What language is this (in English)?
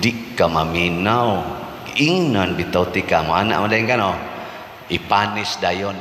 Cebuano